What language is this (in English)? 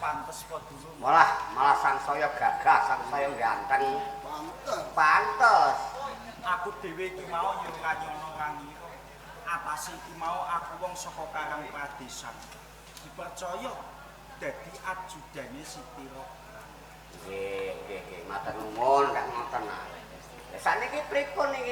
Javanese